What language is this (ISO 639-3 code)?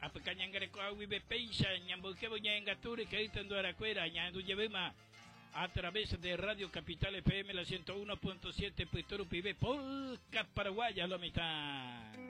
grn